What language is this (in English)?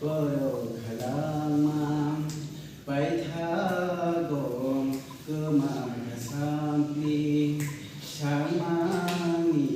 Kok Borok